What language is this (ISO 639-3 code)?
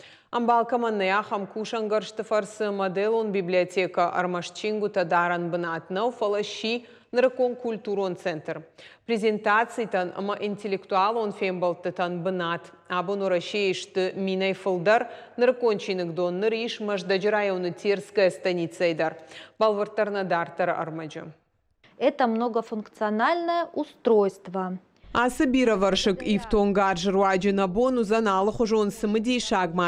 oss